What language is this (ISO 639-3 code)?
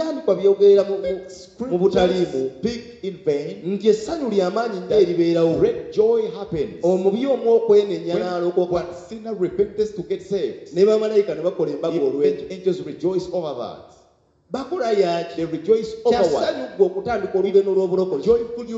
lug